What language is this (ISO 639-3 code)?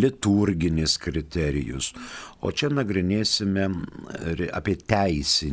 lit